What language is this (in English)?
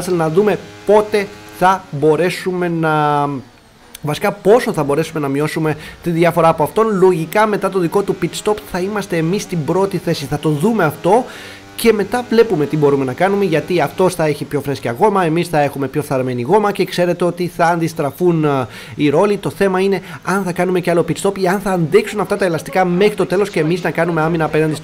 Greek